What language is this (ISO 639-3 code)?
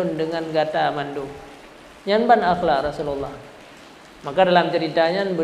ace